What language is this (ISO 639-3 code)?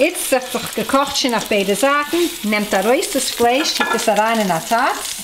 yid